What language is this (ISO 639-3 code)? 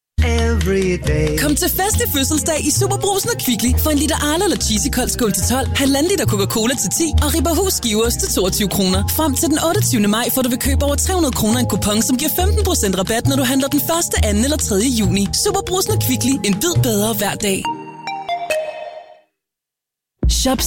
dan